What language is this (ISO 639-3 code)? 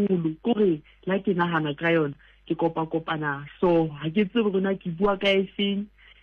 sot